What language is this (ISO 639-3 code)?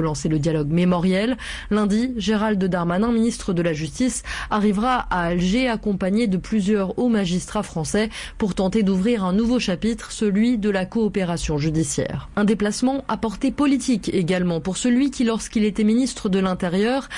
fra